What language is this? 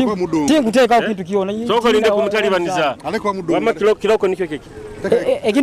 Nyoro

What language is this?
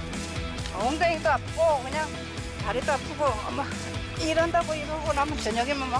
Korean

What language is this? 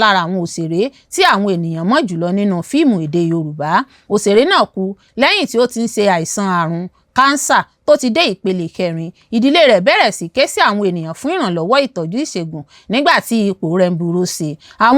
Yoruba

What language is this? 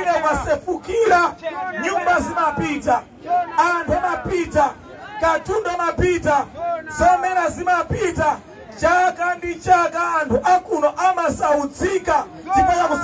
Nyanja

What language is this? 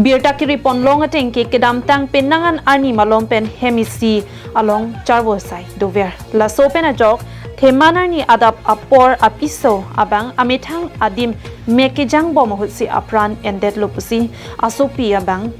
Karbi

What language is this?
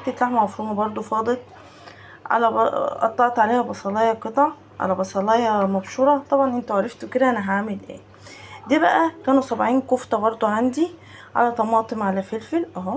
Egyptian Arabic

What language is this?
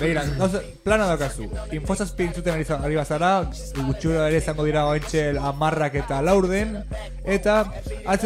Basque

